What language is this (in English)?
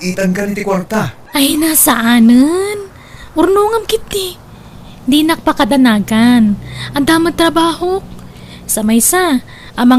Iloko